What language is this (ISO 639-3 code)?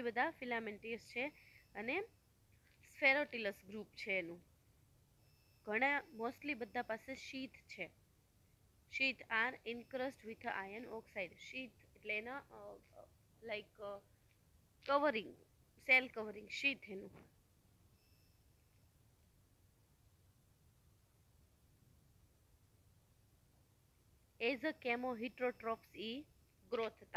guj